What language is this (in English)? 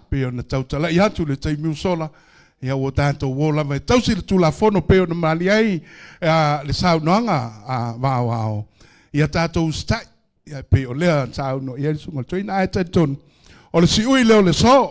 Samoan